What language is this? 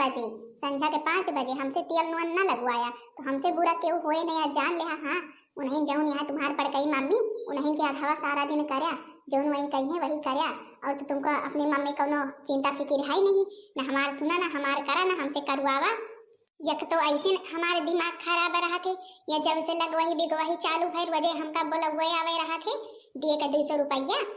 Awadhi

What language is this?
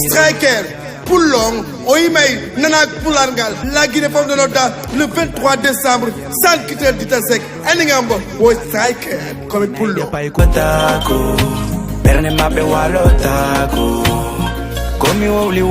Fula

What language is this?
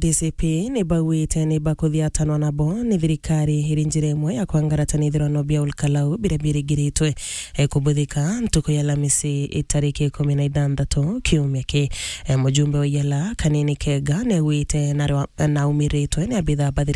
Meru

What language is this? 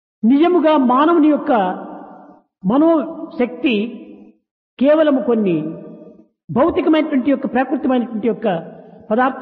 Telugu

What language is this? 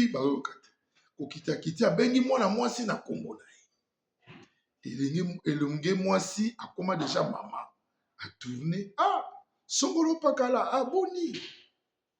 Lingala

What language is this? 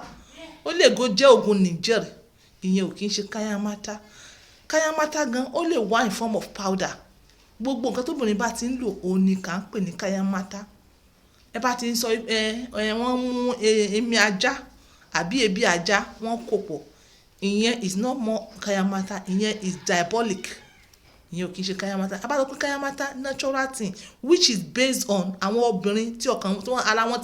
Yoruba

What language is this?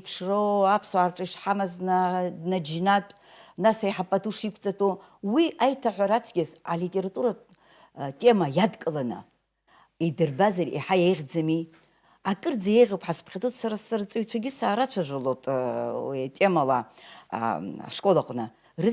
Abkhazian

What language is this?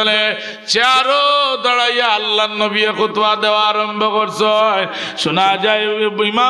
Sylheti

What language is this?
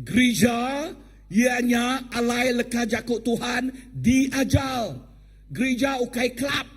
Iban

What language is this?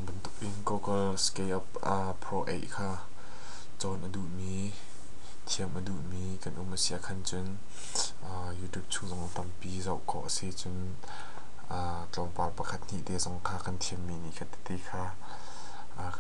Hakha Chin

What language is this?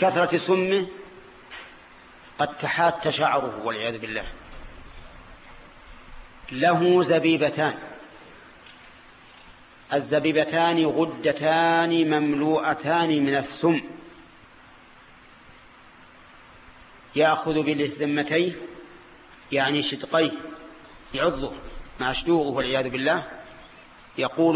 Arabic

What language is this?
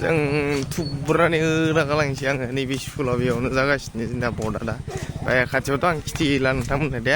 Bodo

